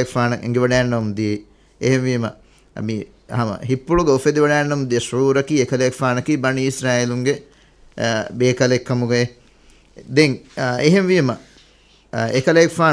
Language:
Divehi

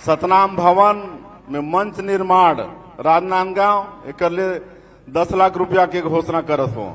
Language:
Chhattisgarhi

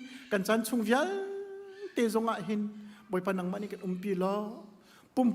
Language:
Hakha Chin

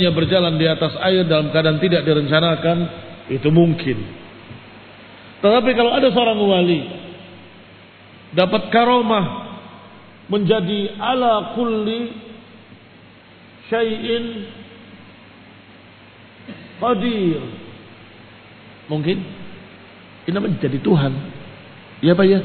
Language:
Indonesian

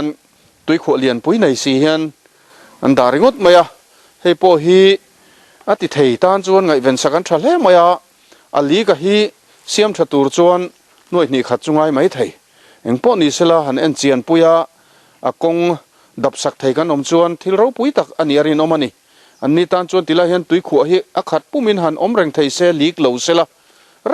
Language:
Mizo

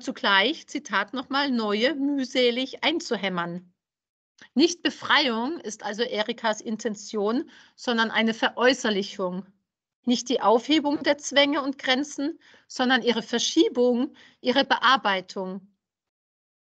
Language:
German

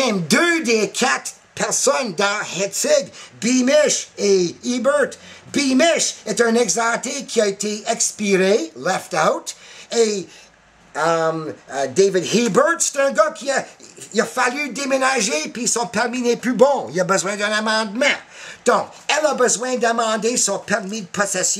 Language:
French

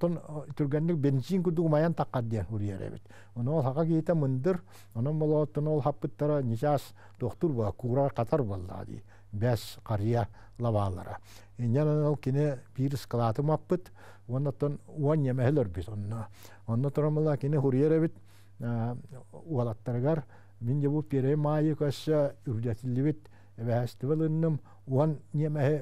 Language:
Yakut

